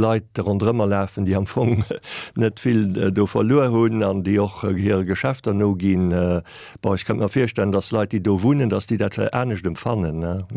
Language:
Luxembourgish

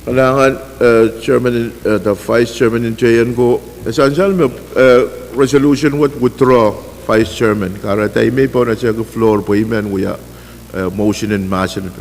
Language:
Pohnpeian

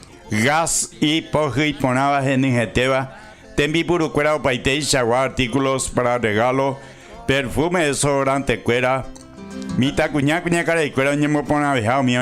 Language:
Guarani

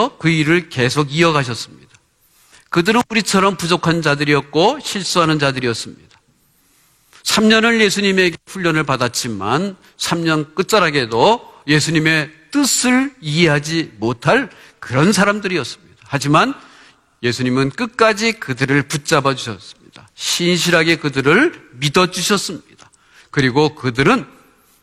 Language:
Korean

